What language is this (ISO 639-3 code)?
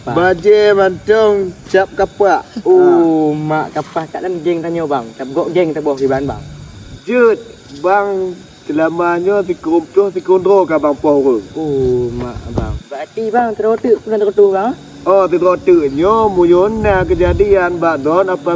ace